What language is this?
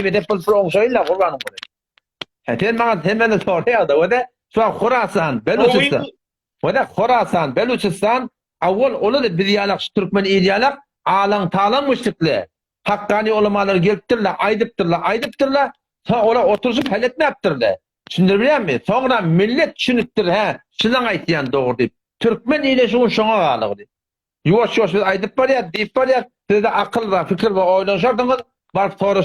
Turkmen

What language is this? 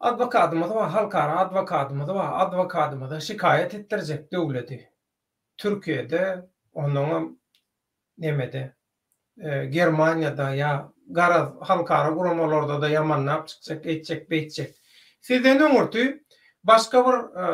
Turkmen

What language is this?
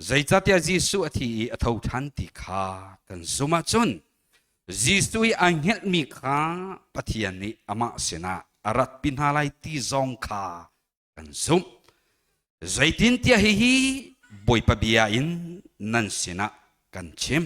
Hakha Chin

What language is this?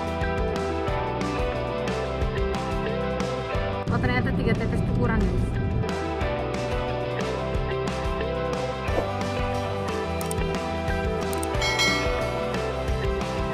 Indonesian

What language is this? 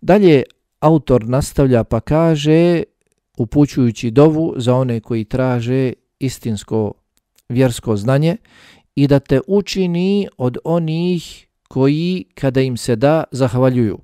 Bosnian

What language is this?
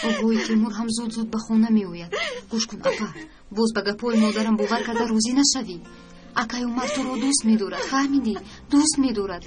Tajik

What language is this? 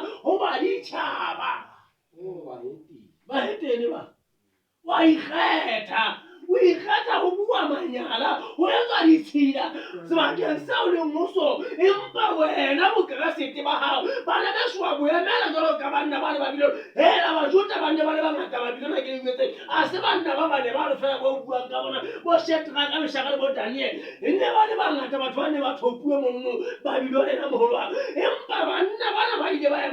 Southern Sotho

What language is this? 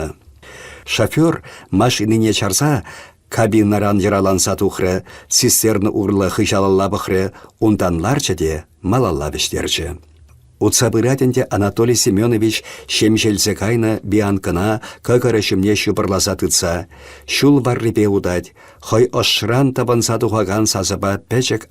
Chuvash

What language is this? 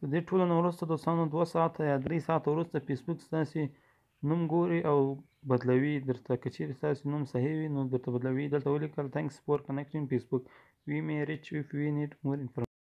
Pashto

